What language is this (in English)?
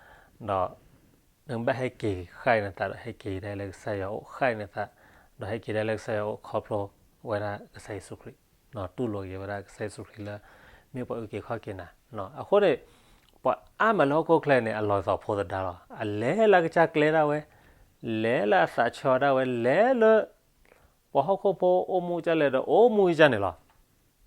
S'gaw Karen